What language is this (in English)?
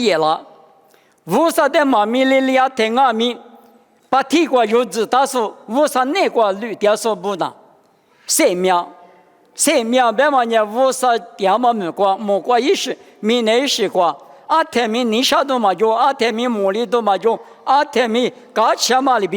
Lisu